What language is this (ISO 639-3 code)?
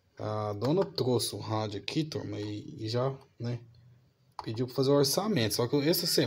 por